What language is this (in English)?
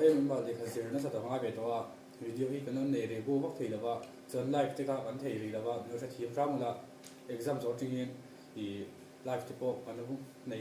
Mizo